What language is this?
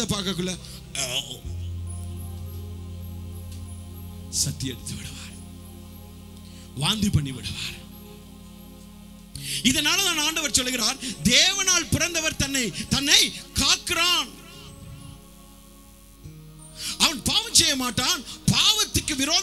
Tamil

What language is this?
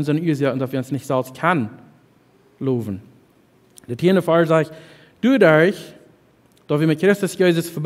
Plautdietsch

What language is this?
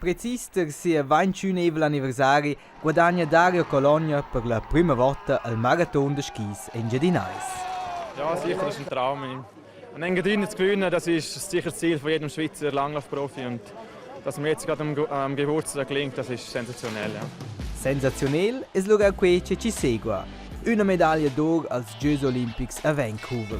Romansh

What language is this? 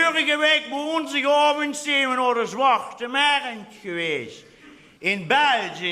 Limburgish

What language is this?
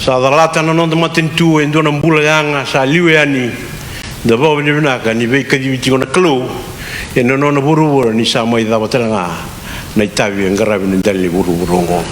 Fijian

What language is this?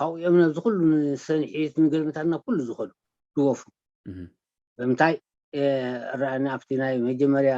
Tigrinya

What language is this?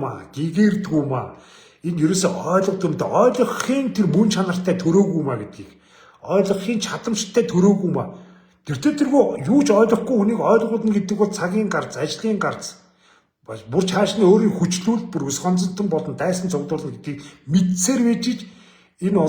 Mongolian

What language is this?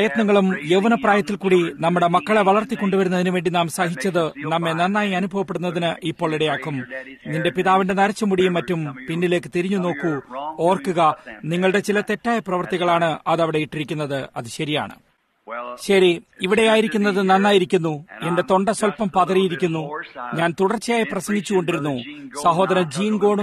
Malayalam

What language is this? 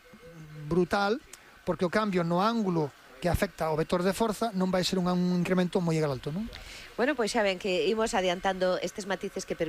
Galician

